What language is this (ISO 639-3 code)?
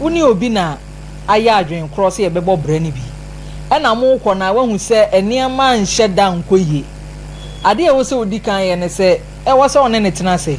aka